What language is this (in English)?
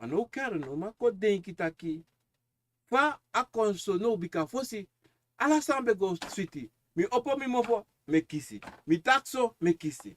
Sranan Tongo